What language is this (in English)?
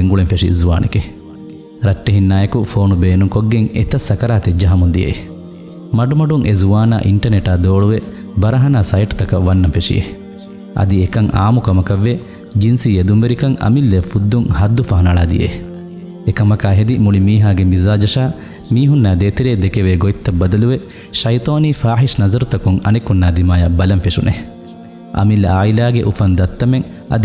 Divehi